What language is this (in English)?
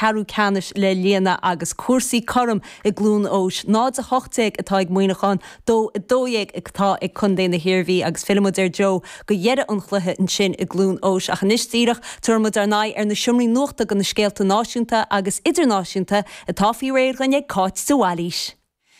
Irish